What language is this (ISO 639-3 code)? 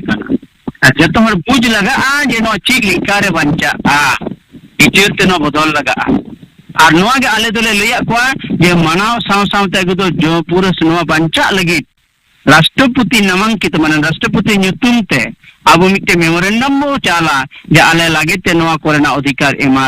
sat